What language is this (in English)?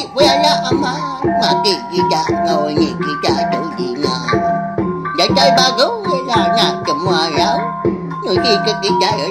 Iban